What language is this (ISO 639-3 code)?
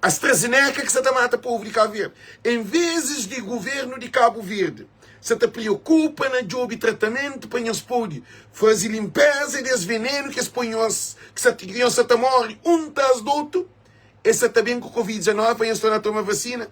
kea